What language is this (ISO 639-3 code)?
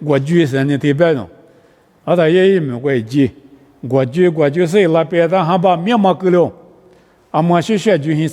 lis